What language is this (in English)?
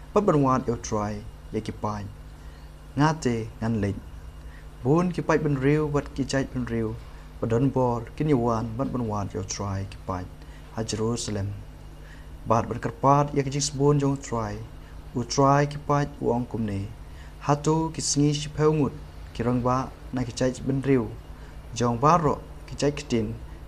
Khasi